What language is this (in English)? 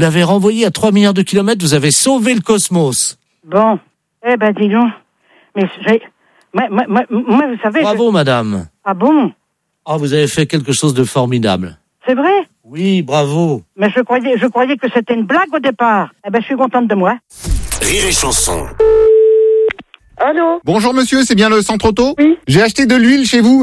French